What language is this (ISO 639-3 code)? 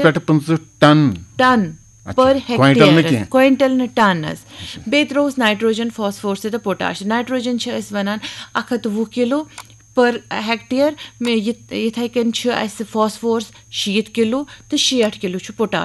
kas